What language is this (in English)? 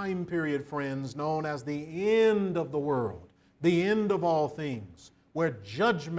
English